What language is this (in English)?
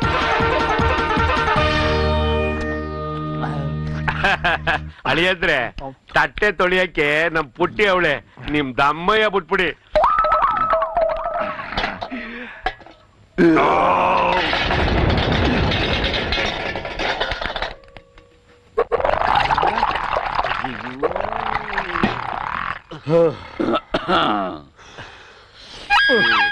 Kannada